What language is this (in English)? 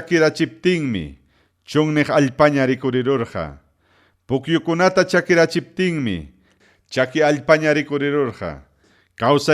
Ayacucho Quechua